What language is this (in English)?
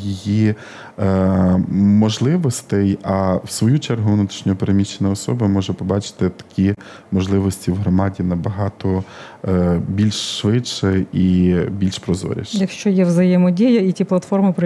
Ukrainian